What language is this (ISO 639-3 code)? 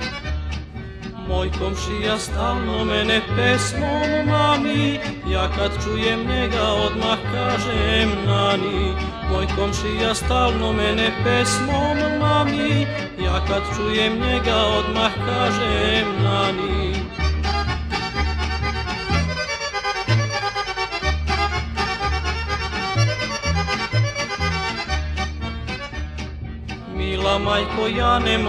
srp